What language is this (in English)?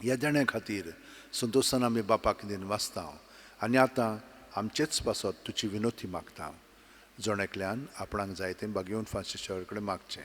Konkani